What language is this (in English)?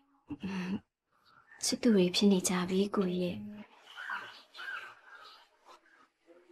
Burmese